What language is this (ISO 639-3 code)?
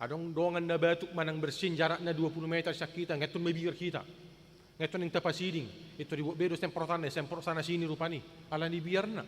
bbc